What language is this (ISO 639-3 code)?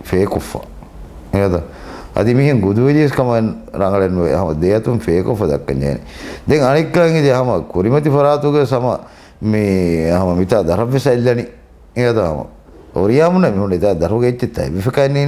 div